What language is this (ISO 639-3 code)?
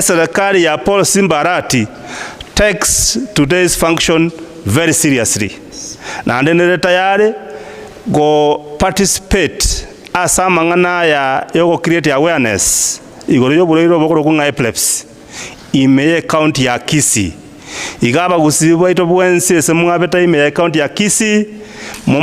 guz